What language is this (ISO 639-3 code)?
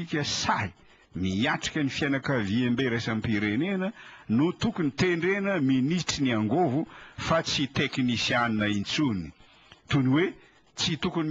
mlg